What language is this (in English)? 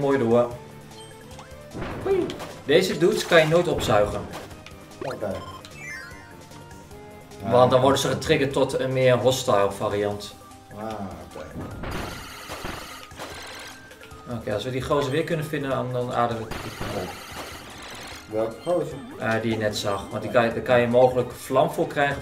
Dutch